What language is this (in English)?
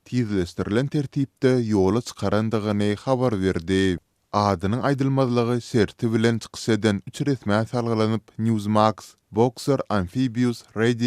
Turkmen